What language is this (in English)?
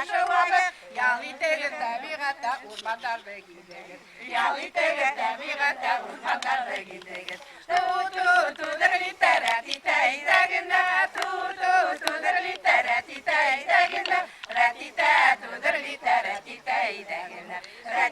Bashkir